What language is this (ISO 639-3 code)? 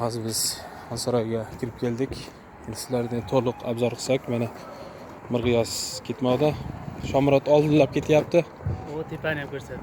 uzb